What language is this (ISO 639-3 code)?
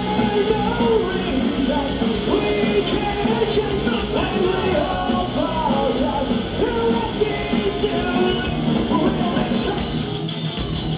eng